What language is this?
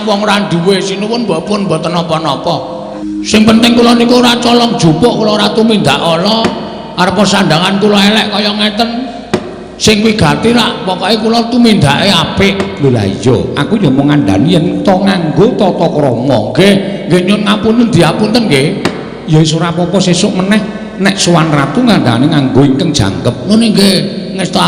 Javanese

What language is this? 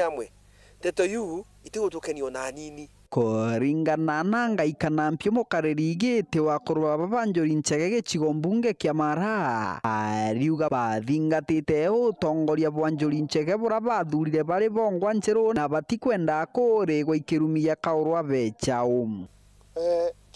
Meru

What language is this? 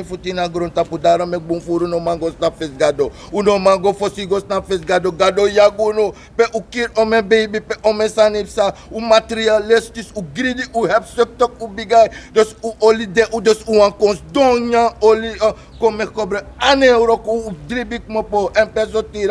Sranan Tongo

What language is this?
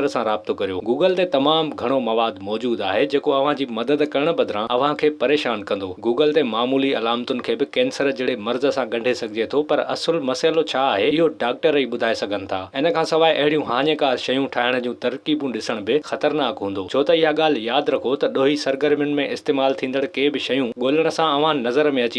Sindhi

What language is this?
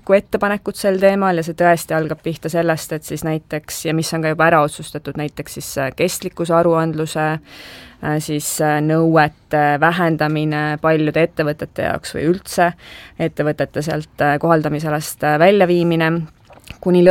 Estonian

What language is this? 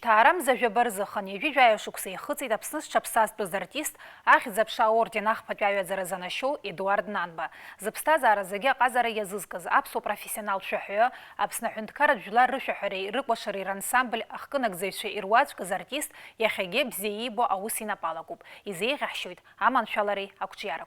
Abkhazian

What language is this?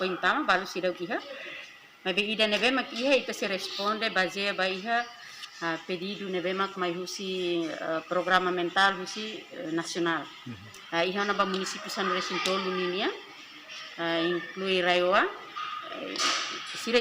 Tetum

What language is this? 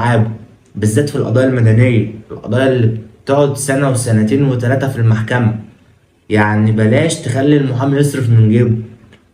Egyptian Arabic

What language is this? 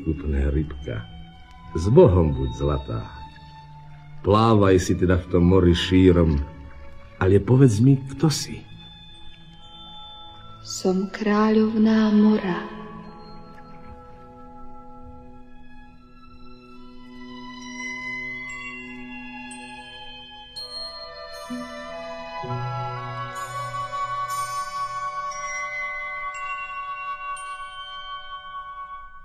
Slovak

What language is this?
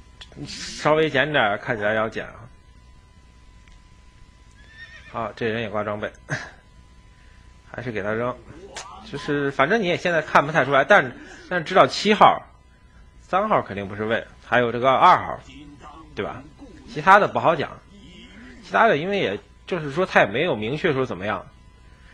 Chinese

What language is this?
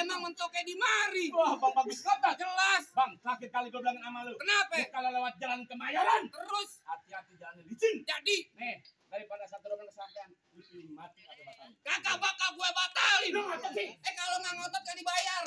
Betawi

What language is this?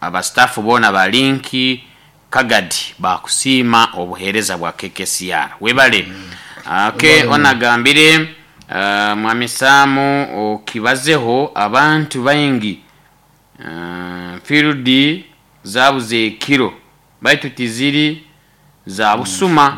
Nyoro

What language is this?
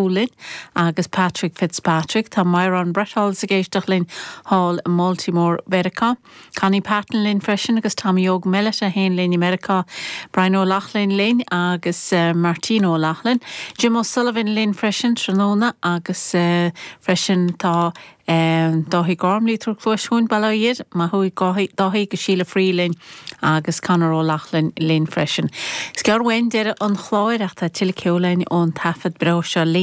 Irish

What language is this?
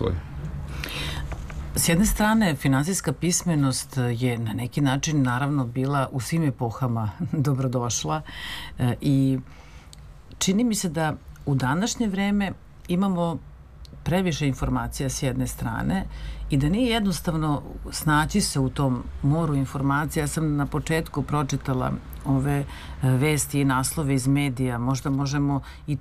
Serbian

